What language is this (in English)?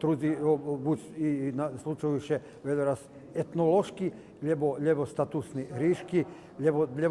Rusyn